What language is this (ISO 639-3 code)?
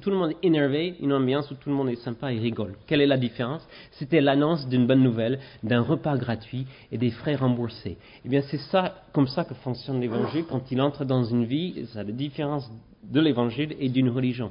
fra